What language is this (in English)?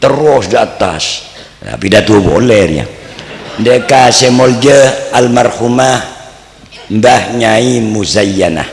Madurese